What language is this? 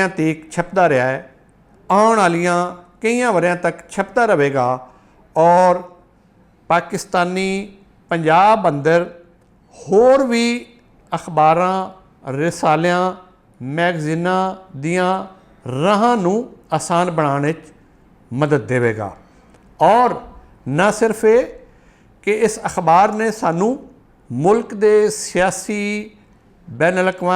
Western Panjabi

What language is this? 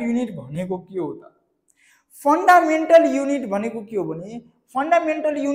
Nepali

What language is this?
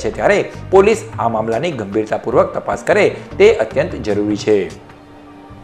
Gujarati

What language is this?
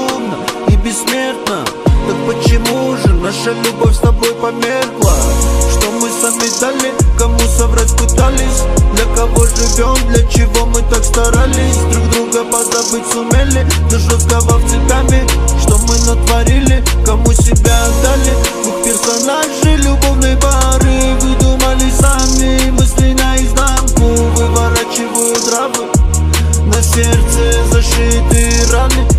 Russian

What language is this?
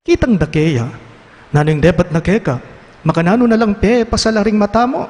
Pampanga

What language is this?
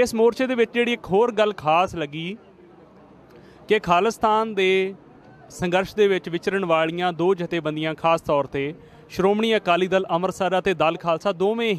Punjabi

